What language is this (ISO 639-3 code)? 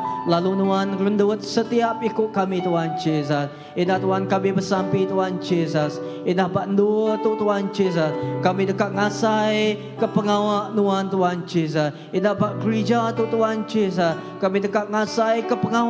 iba